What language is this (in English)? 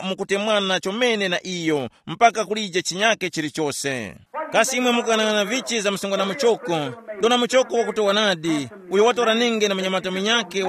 Tumbuka